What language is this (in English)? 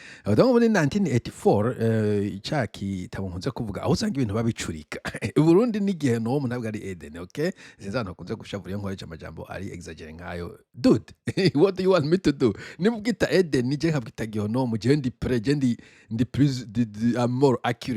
Rundi